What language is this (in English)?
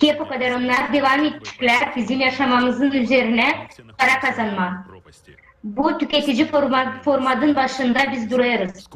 Gagauz